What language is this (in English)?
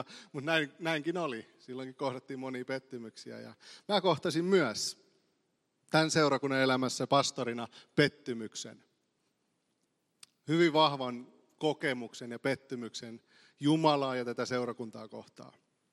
Finnish